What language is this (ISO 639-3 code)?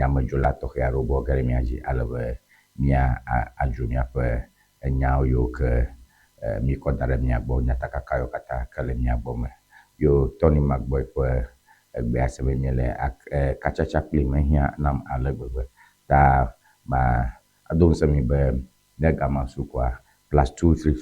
ewe